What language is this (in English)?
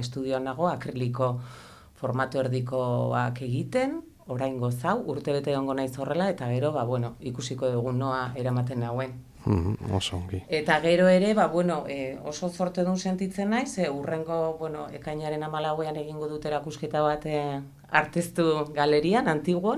Basque